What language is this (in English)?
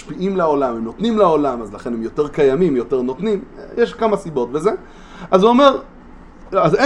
Hebrew